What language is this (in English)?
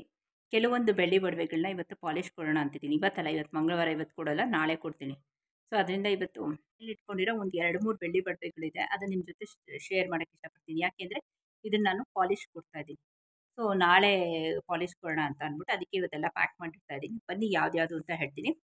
Kannada